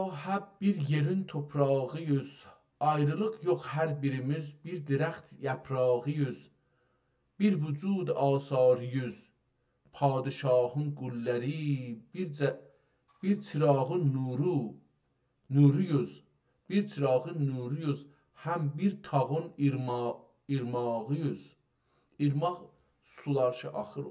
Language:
South Azerbaijani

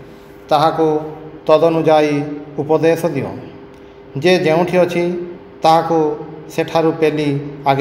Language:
Odia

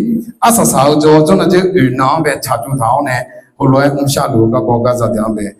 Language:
Akha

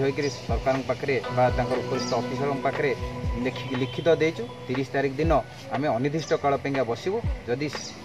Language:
Odia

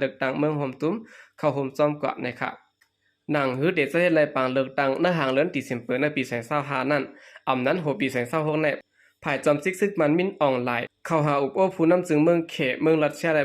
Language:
Shan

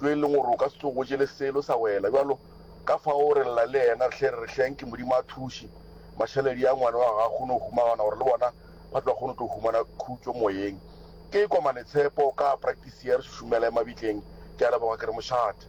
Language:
Northern Sotho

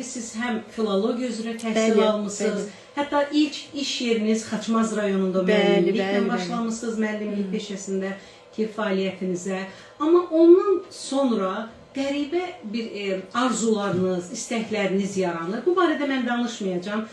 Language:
Azerbaijani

